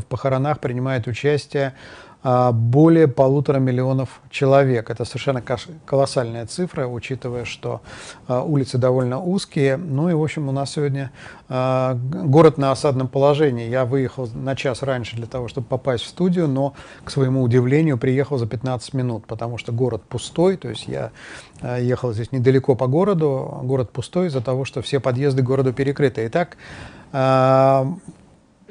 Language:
Russian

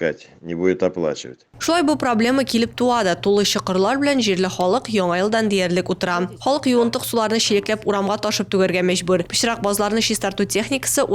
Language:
Tatar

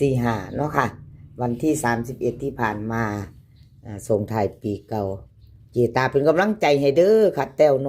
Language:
Northeastern Thai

